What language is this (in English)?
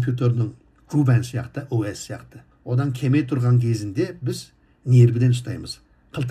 Kazakh